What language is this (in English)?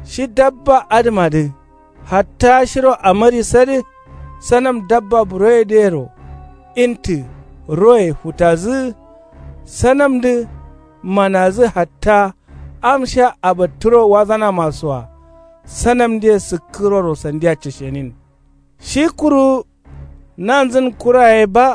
Kanuri